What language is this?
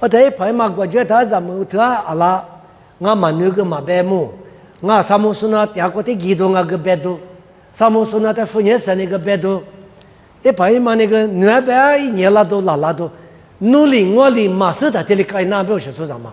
Lisu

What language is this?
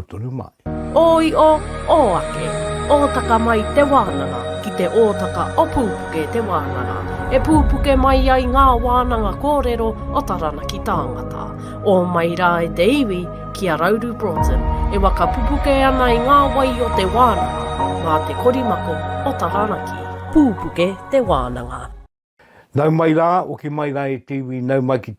Māori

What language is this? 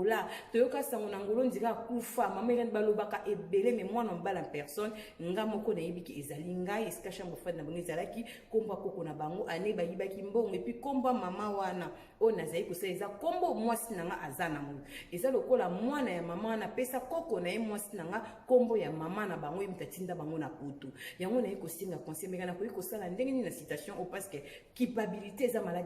Lingala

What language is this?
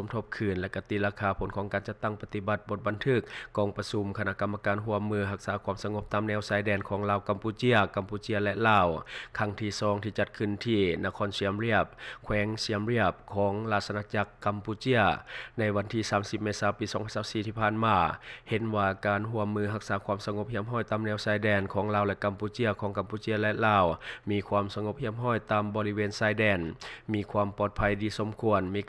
Lao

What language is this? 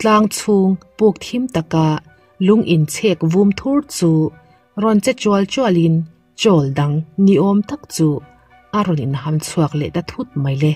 Mizo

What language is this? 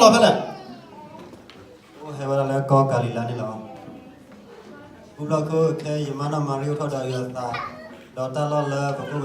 S'gaw Karen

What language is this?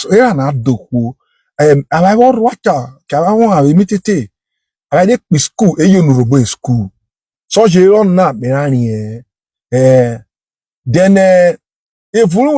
Urhobo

